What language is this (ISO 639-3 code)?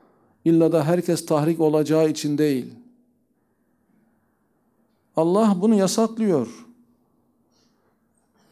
tur